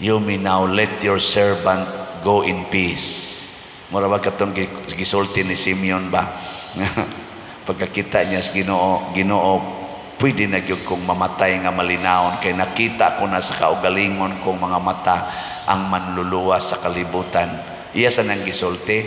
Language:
Cebuano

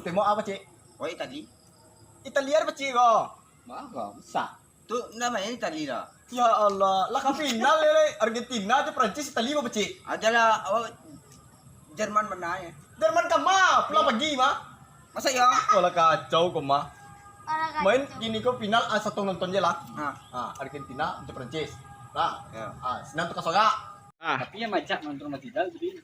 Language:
Minangkabau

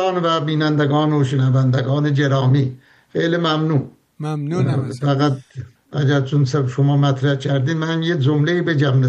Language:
Persian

